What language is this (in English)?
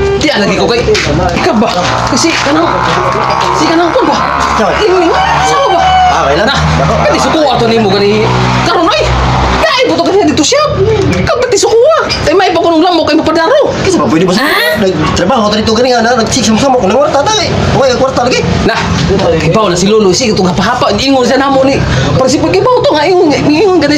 Cebuano